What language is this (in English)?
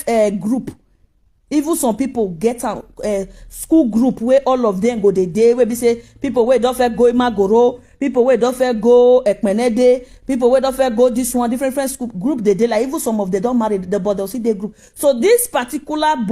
Nigerian Pidgin